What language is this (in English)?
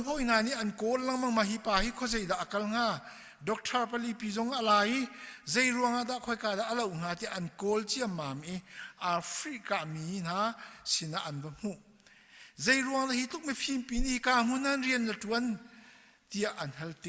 Hakha Chin